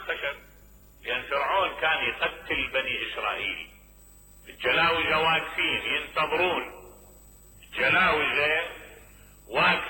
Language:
Mesopotamian Arabic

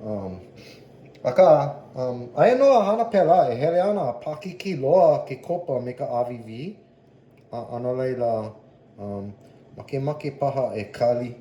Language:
Hawaiian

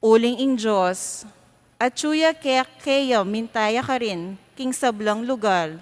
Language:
Pampanga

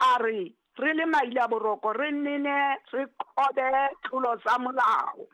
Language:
Southern Sotho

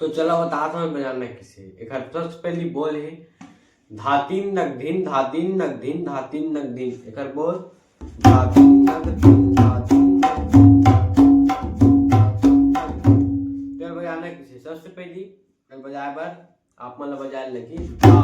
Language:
Chhattisgarhi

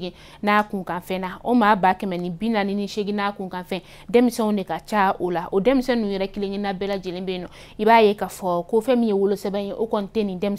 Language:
Bambara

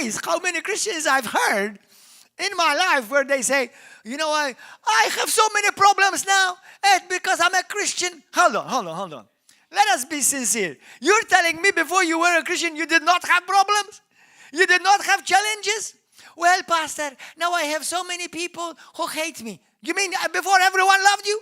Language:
English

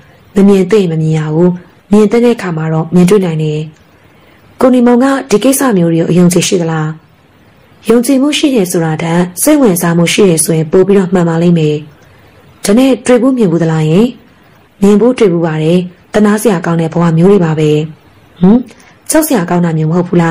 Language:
Burmese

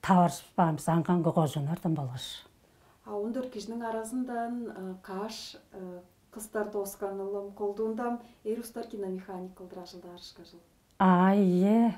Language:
Tuvinian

